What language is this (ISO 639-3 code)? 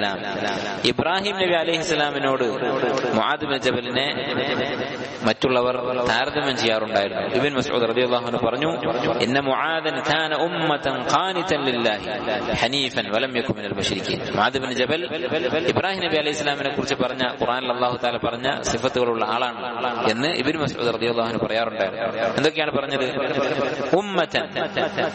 mal